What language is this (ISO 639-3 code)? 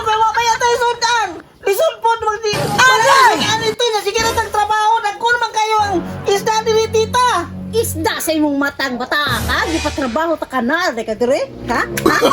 ceb